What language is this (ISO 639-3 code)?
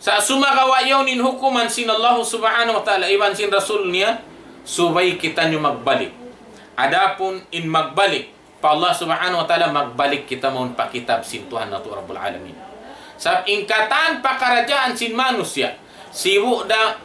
tsg